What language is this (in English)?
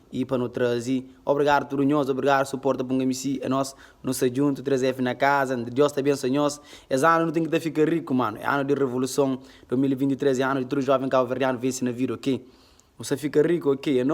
Kabuverdianu